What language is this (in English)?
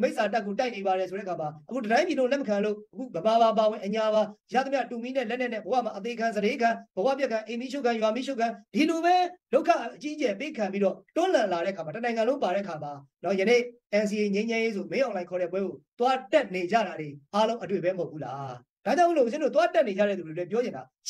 Burmese